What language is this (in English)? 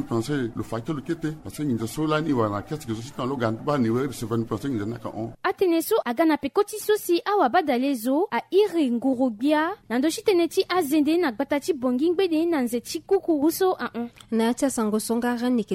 Sango